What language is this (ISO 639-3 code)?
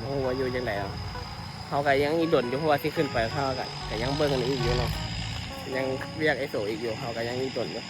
tts